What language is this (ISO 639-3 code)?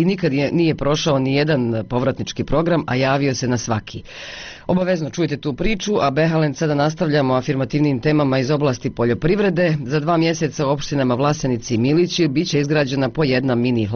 bos